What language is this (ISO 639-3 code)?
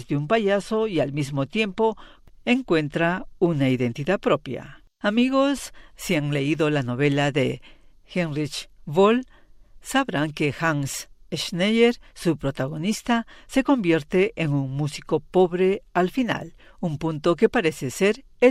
spa